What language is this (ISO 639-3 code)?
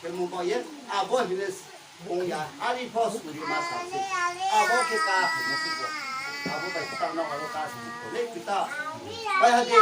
ria